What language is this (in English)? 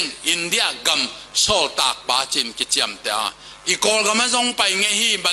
Tedim Chin